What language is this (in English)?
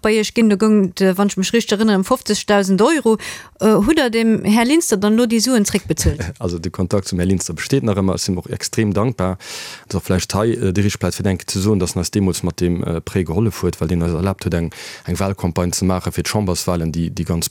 Luxembourgish